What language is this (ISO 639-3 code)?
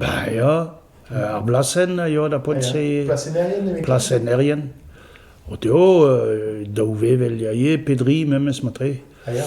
bre